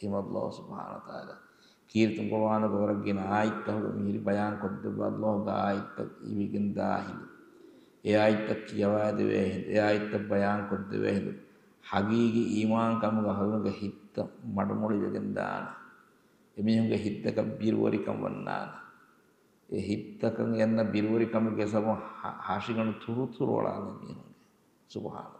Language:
Divehi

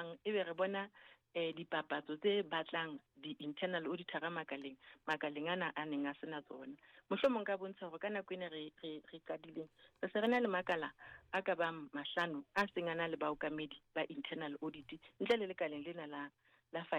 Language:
Southern Sotho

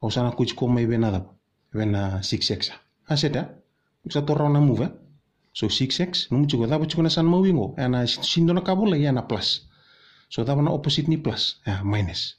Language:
Fijian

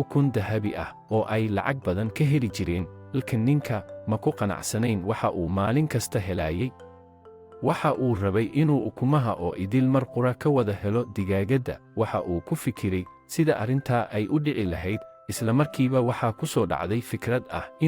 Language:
Somali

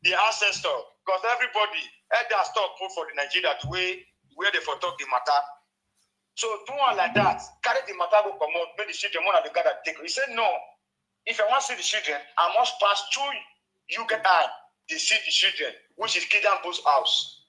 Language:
Nigerian Pidgin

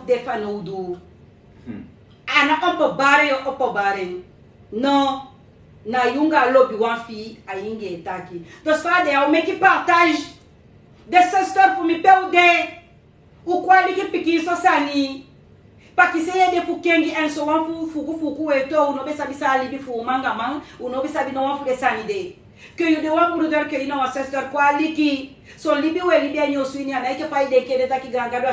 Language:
Sranan Tongo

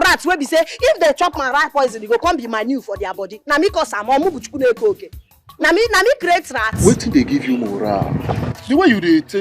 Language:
Nigerian Pidgin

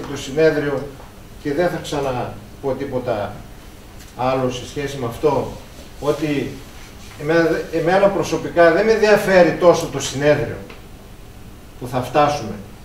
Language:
Greek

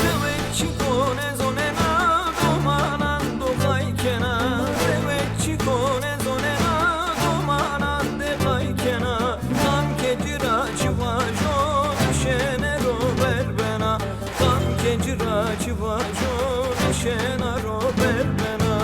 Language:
Zaza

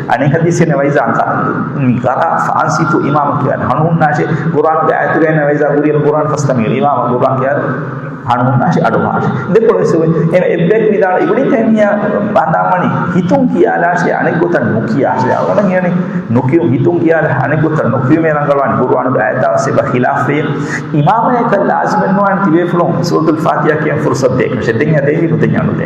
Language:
Divehi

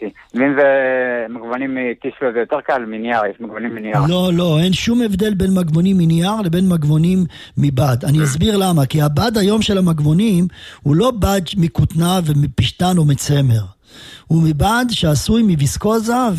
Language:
Hebrew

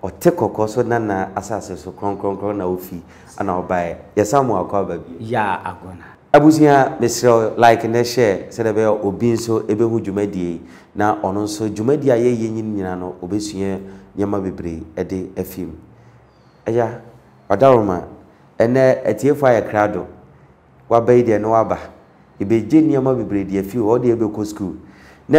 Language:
Akan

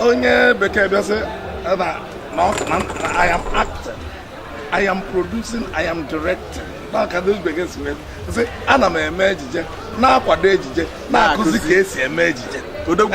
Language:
Igbo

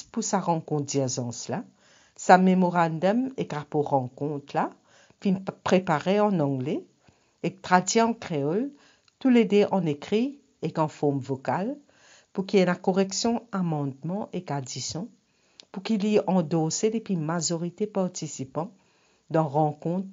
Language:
Morisyen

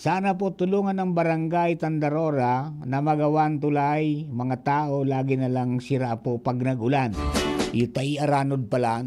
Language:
Bikol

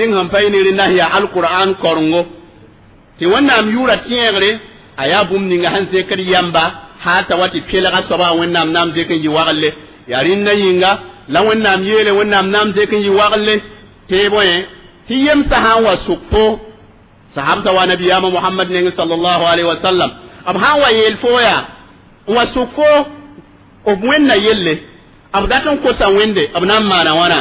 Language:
Mossi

